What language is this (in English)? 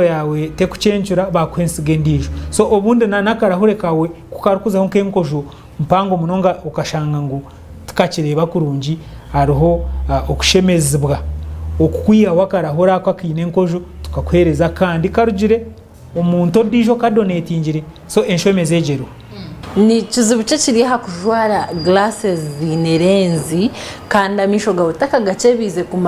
Nyankole